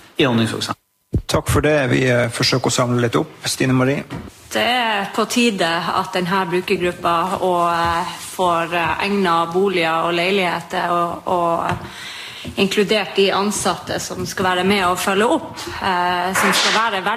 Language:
Norwegian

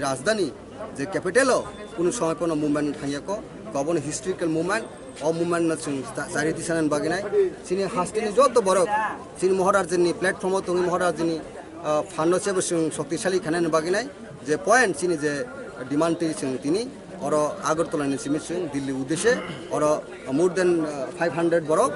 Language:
Kok Borok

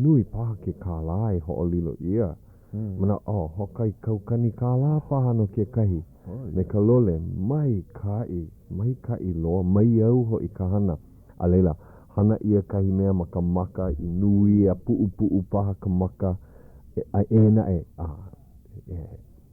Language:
Hawaiian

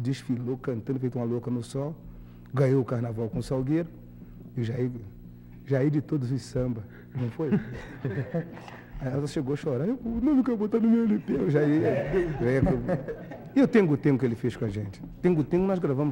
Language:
Portuguese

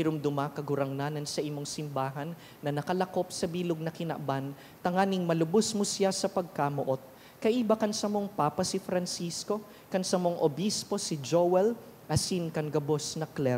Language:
Bikol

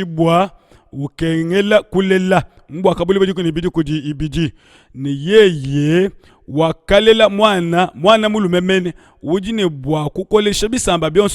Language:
Luba-Lulua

